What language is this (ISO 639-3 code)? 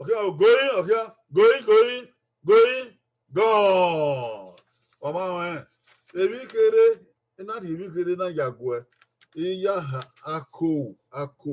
bin